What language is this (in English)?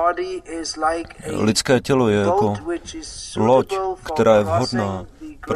Czech